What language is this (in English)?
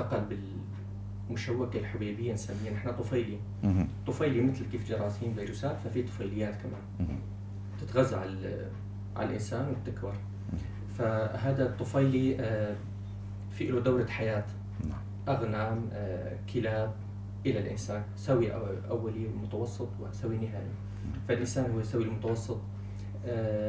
North Levantine Arabic